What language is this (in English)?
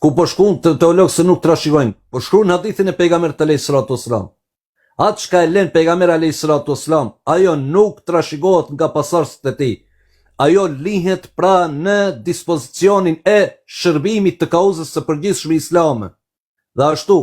Albanian